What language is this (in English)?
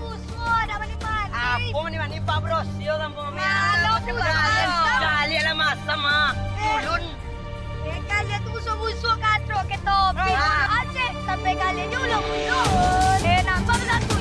Minangkabau